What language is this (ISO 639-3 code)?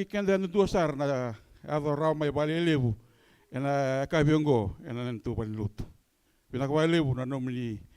fij